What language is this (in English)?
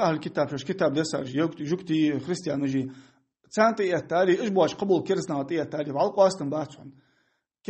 Ingush